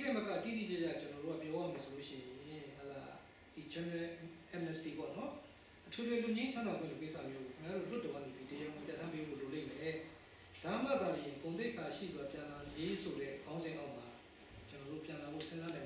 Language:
Burmese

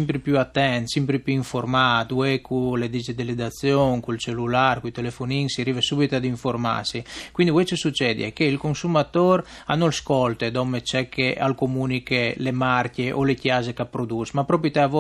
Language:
Friulian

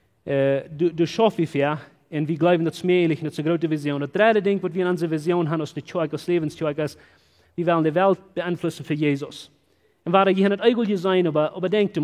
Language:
Plautdietsch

